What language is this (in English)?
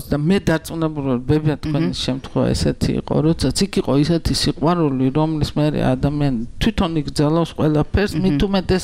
Georgian